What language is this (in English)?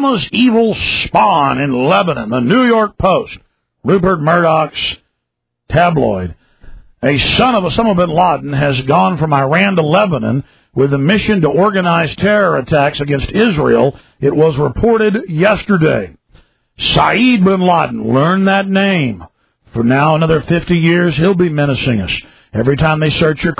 English